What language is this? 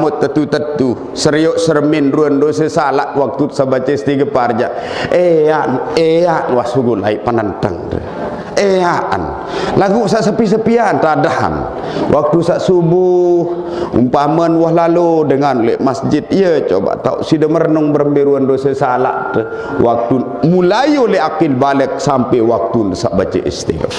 Sasak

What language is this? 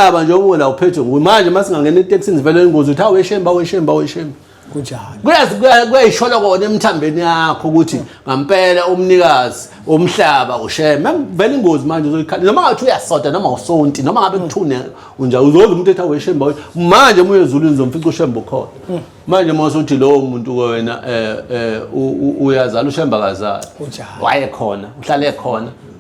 Zulu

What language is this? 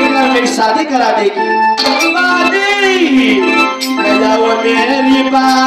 Bhojpuri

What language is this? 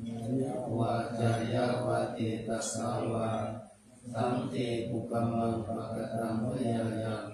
Pali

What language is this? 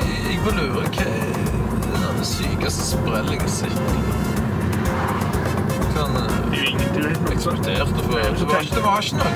Norwegian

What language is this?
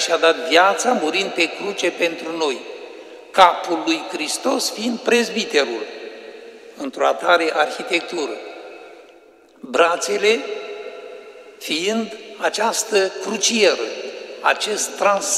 Romanian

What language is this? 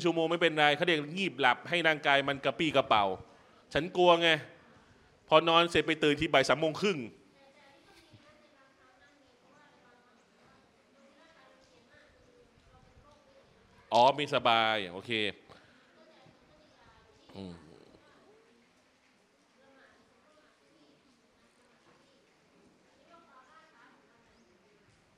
Thai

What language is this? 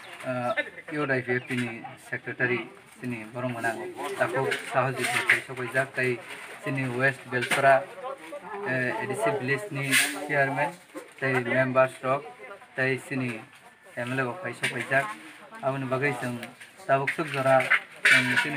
Kok Borok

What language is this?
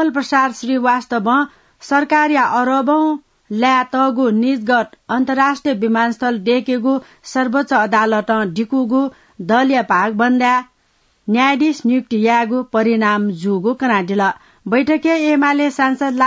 Newari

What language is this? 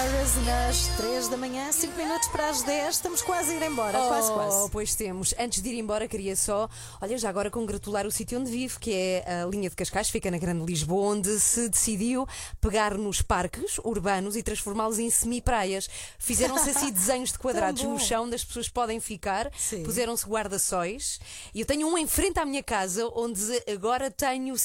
Portuguese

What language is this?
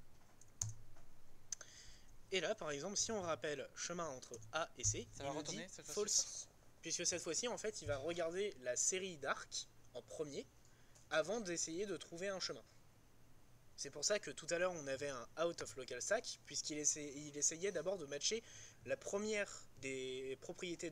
French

